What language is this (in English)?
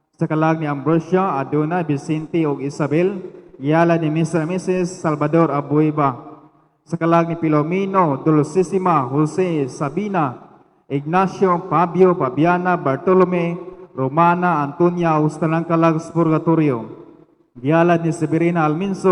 Cebuano